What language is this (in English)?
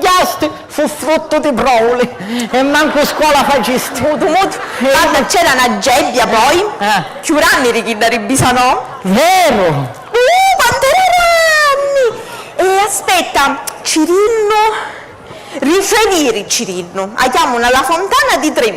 Sicilian